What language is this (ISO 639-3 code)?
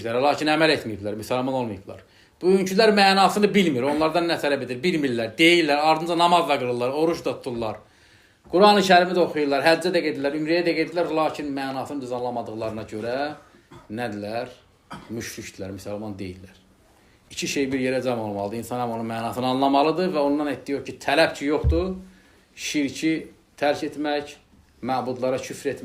aze